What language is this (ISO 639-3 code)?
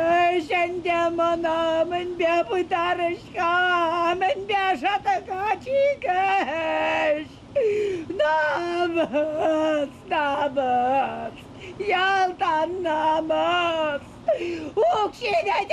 chv